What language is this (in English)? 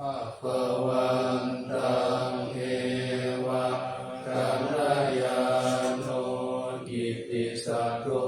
Pali